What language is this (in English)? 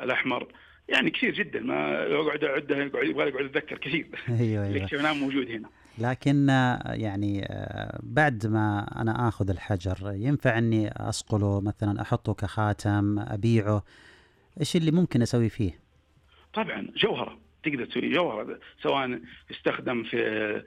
Najdi Arabic